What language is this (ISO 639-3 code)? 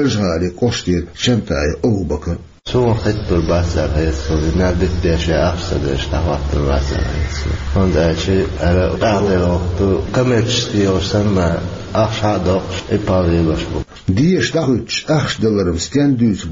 che